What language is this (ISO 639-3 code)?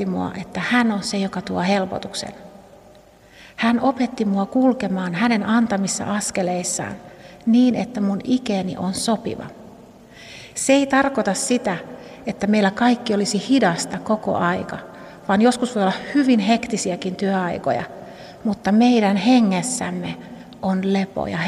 fin